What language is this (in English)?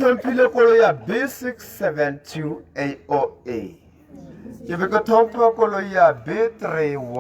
Tswana